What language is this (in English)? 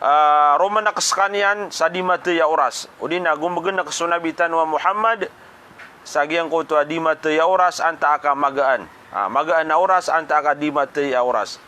Maranao